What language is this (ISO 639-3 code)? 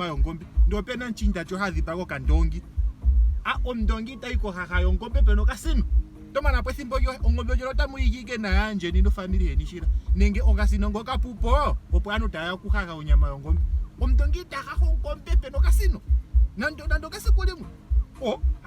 ndo